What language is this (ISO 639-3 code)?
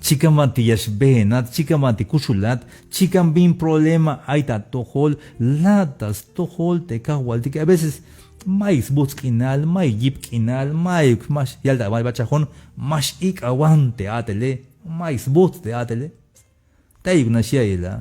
tzh